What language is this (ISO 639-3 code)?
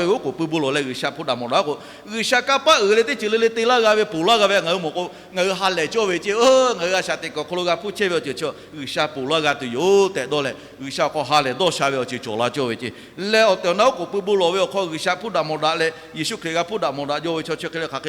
lhu